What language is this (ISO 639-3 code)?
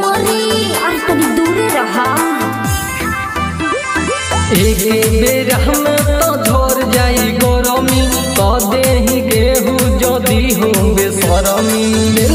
bho